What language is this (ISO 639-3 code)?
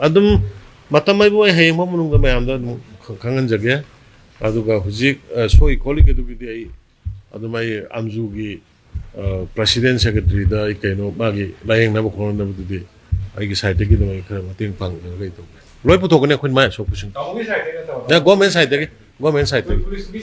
mni